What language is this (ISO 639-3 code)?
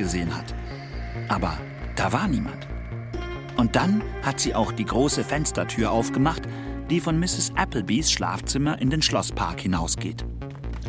gsw